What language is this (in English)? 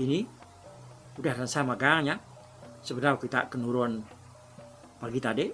Iban